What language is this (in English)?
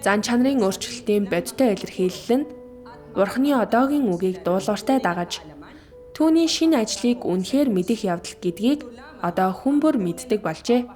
Mongolian